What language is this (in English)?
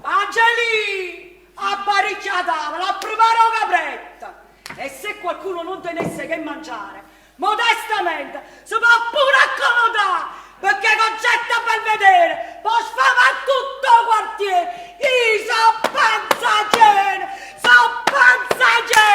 Neapolitan